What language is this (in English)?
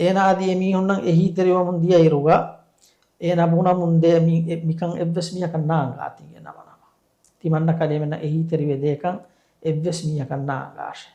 Divehi